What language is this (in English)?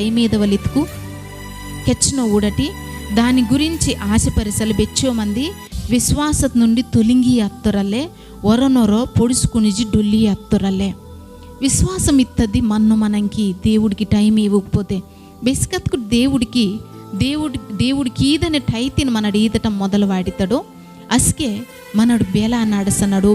Koya